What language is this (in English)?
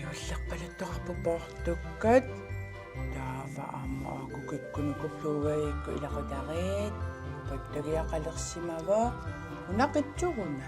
Kalaallisut